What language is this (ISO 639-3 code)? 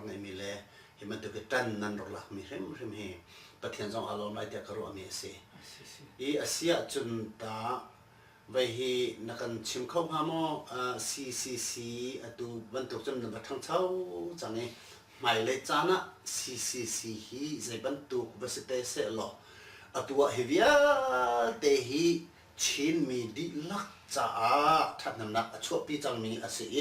cnh